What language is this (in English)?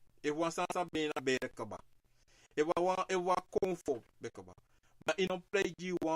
Sranan Tongo